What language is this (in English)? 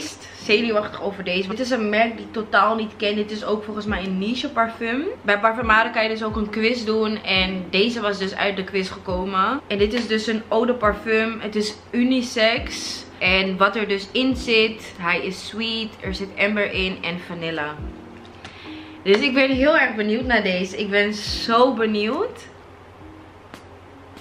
Dutch